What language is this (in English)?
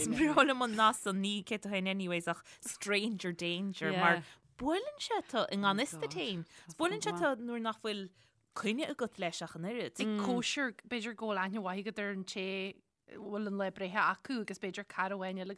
Irish